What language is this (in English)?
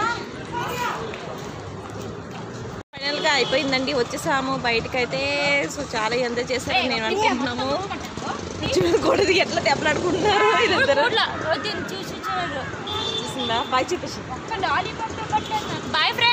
Telugu